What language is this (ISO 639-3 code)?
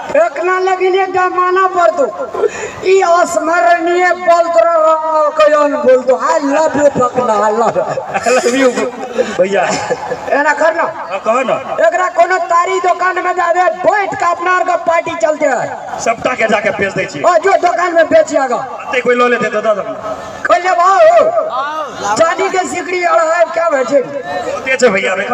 mai